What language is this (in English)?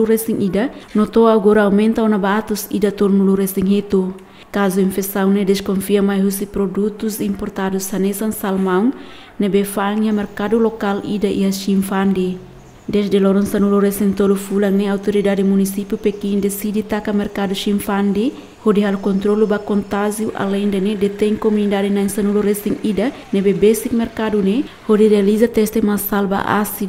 Tetum